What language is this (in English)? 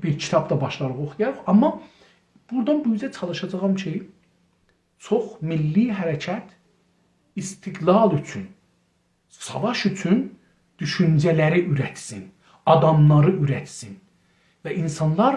South Azerbaijani